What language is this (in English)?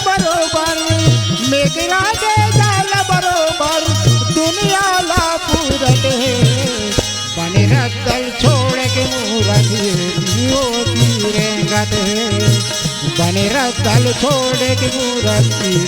Chhattisgarhi